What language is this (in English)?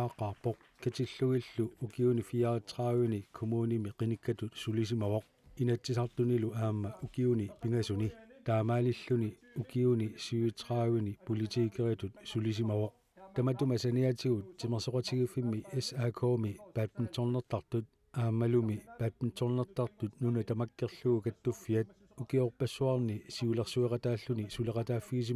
Kalaallisut